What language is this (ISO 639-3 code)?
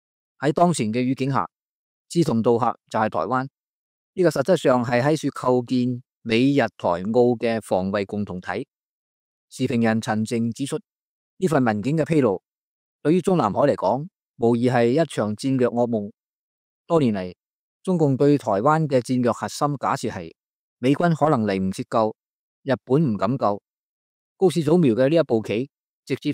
yue